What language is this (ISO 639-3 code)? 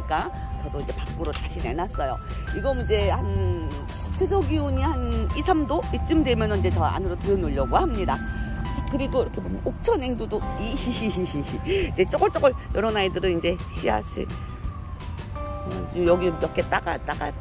kor